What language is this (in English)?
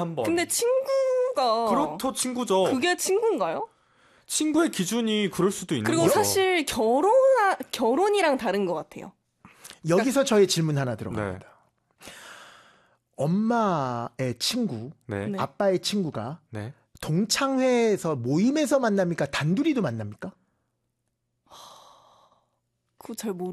Korean